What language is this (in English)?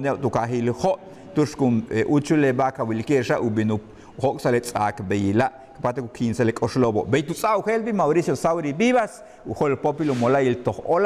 Yucateco